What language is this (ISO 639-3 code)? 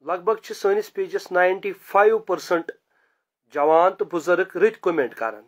kas